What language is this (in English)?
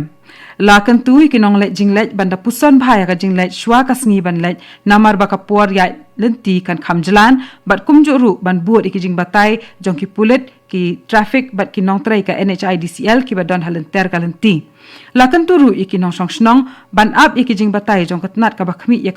Khasi